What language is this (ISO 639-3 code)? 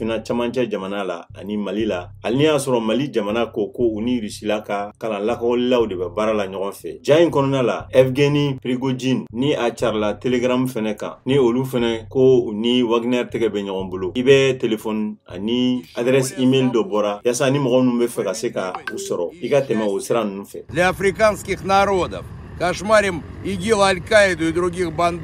bam